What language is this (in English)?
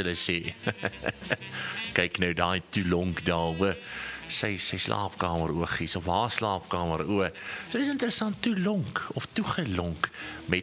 Afrikaans